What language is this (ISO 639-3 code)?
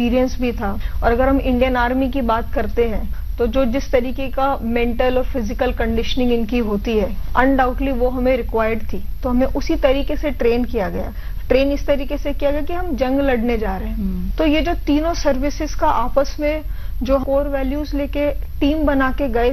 hin